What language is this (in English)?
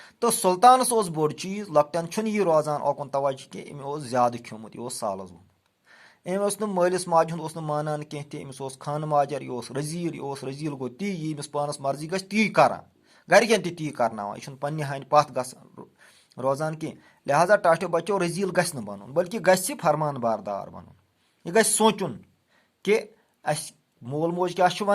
Kashmiri